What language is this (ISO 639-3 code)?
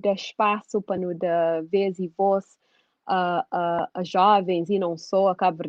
kea